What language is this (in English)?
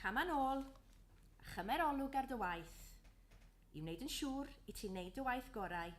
Welsh